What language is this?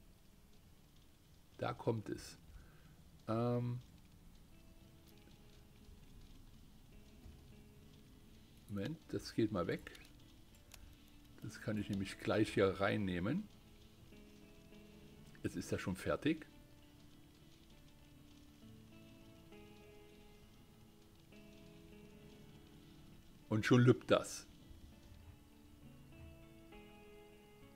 German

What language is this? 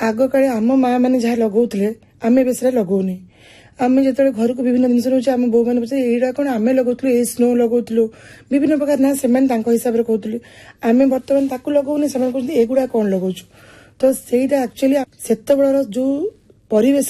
Odia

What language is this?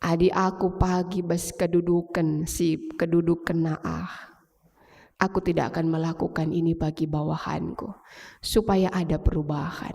Batak Karo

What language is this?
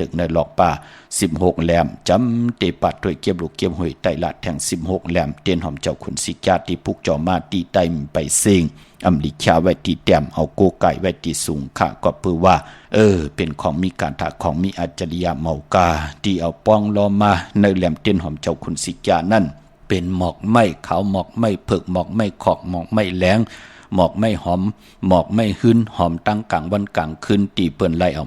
Shan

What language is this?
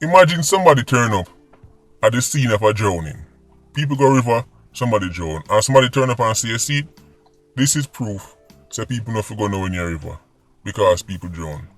Jamaican Creole English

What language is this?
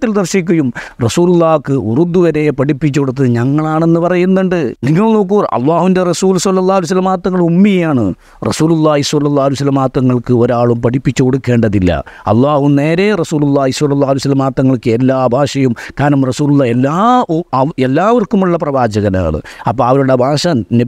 Malayalam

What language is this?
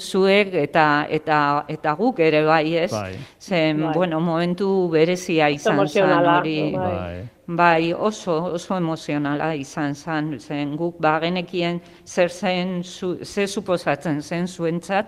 Basque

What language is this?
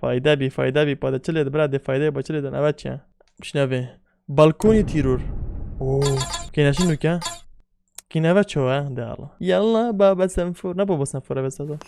Kurdish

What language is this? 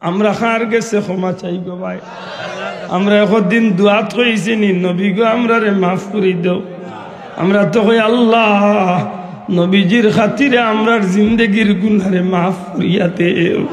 Sylheti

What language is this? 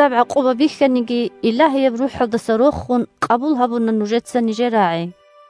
Avaric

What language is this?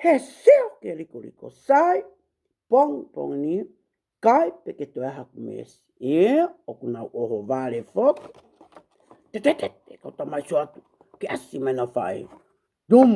Tongan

